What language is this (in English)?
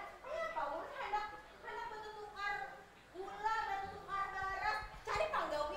Banjar